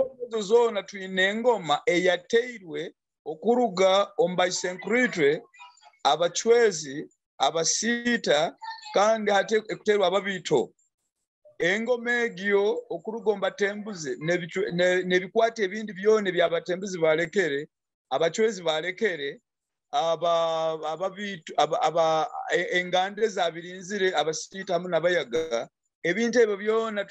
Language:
Nyoro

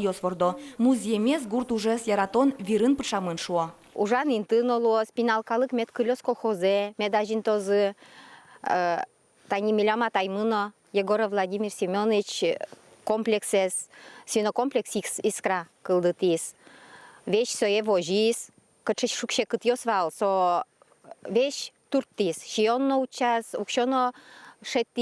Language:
Udmurt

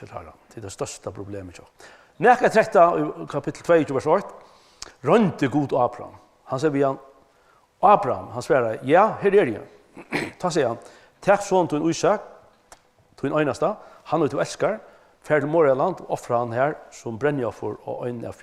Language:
Faroese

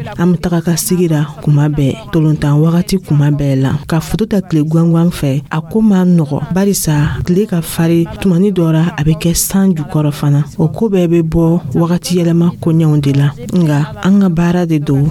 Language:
Dyula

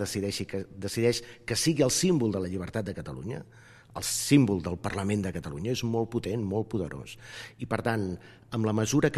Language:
Catalan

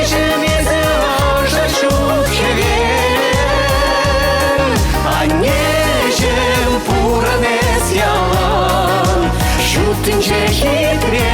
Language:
Chuvash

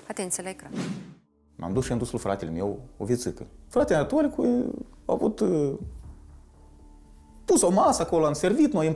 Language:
Romanian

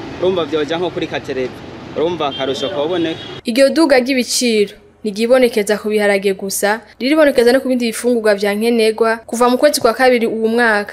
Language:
Rundi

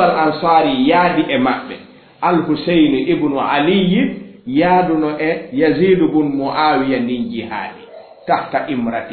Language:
Fula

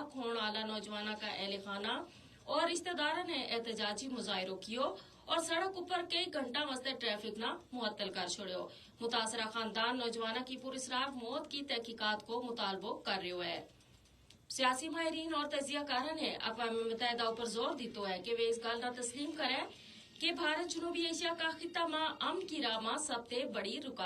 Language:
Gujari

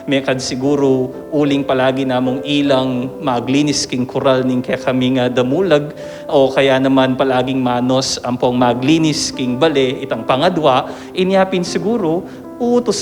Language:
Pampanga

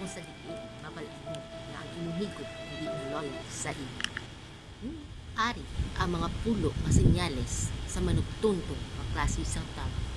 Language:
Hiligaynon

